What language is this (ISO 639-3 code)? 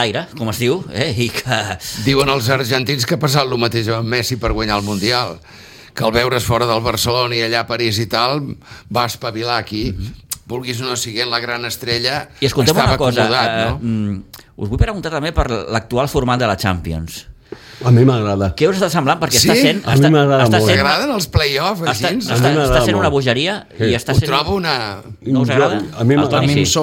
cat